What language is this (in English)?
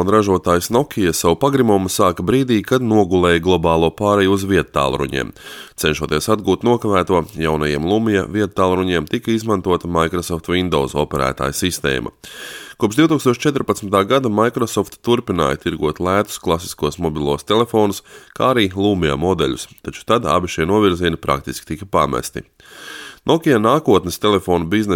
Latvian